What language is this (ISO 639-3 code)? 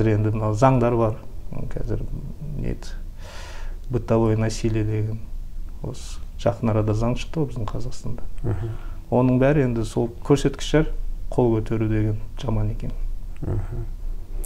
kaz